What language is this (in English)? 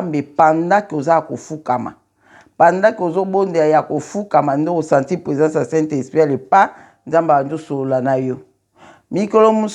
Lingala